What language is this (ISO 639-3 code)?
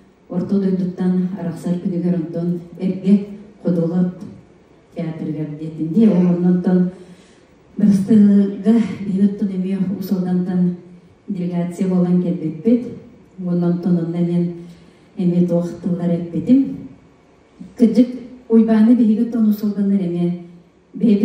sah